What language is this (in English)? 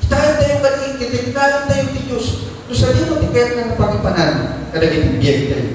Iloko